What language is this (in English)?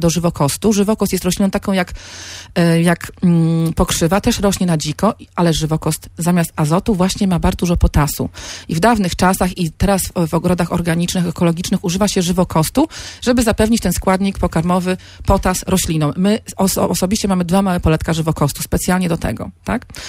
Polish